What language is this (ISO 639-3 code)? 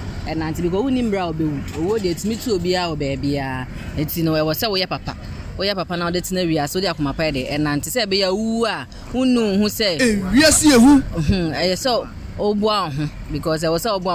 aka